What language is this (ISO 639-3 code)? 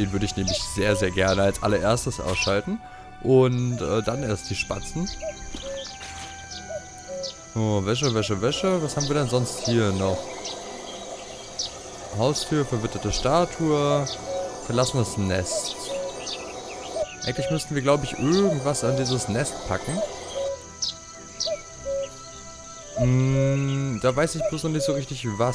deu